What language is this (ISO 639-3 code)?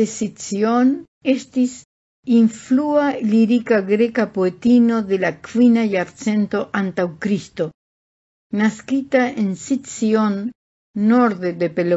epo